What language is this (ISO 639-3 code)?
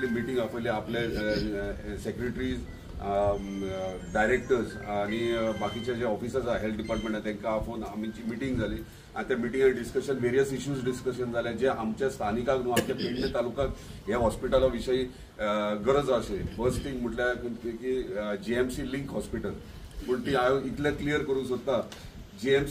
kok